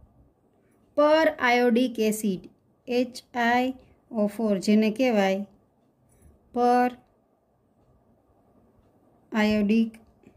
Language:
Gujarati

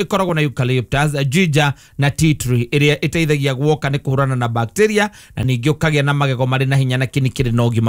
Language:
Kikuyu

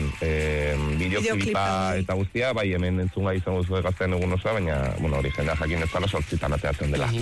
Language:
Basque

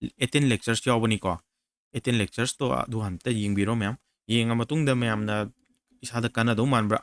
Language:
Manipuri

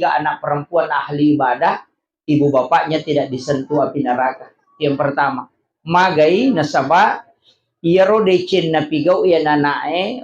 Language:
Buginese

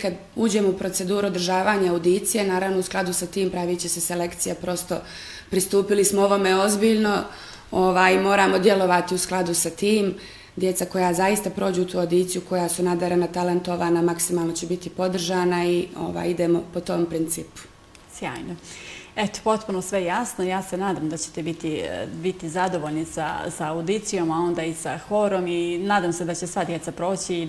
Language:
Bosnian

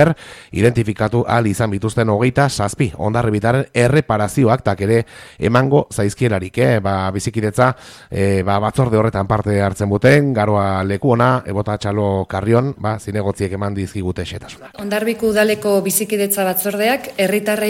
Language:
Basque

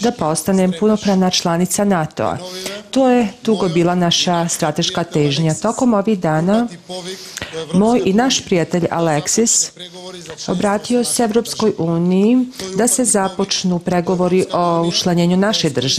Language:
Serbian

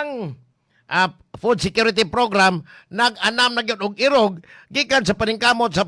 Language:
Cebuano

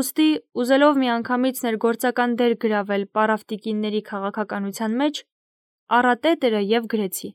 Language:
Armenian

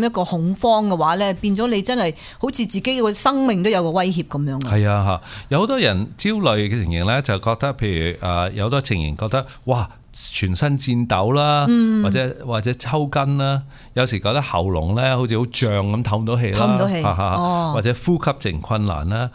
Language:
Cantonese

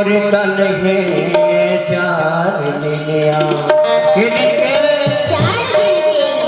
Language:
Chhattisgarhi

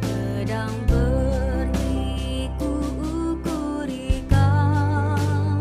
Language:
Batak Karo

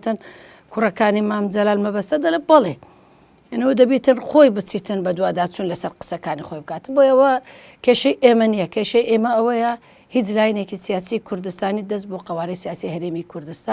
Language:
Central Kurdish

